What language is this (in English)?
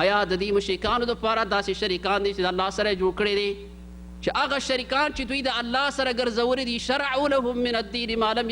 Pashto